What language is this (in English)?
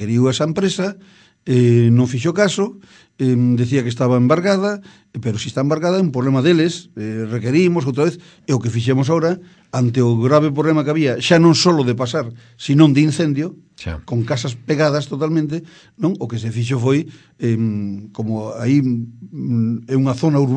Galician